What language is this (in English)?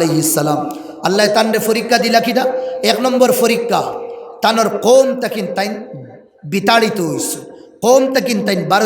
Sylheti